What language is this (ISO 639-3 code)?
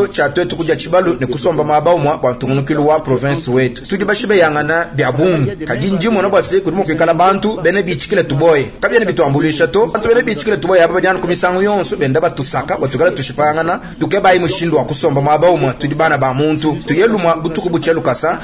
lua